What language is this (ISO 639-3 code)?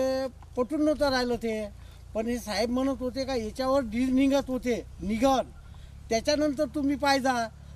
mar